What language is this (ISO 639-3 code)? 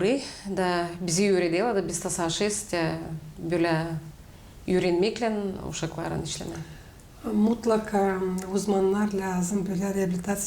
gag